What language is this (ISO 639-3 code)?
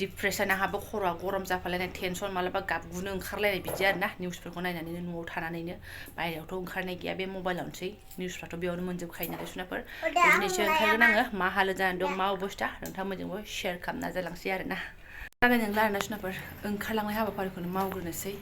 brx